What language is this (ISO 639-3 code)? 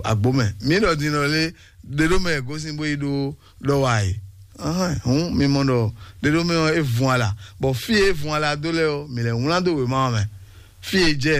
fon